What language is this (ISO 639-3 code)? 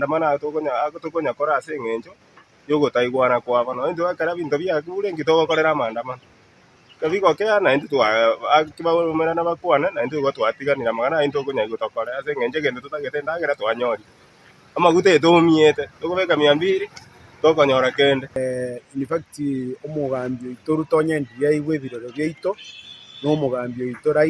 guz